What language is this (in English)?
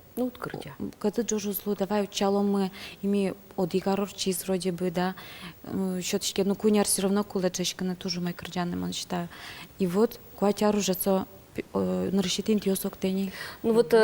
Udmurt